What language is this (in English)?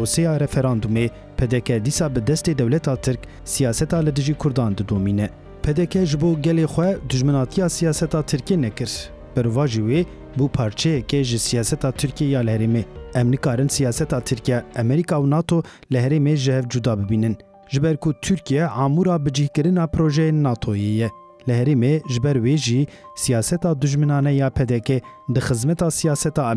Kurdish